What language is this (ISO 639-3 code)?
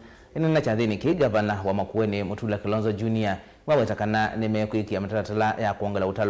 kam